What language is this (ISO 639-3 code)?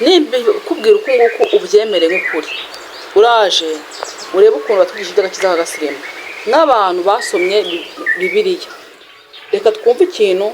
kin